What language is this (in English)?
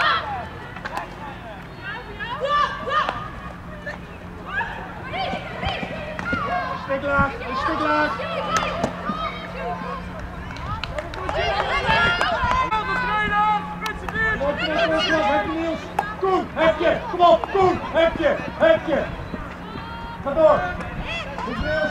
Dutch